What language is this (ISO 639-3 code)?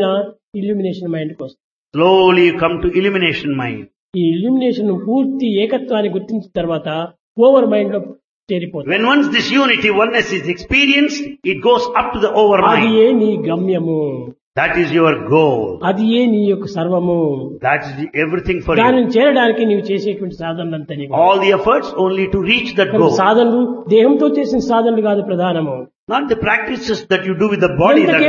tel